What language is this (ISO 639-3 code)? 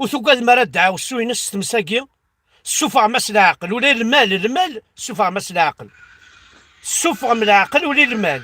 kab